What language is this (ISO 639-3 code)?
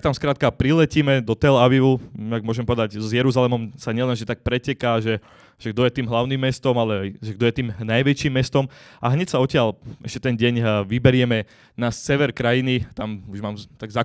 slk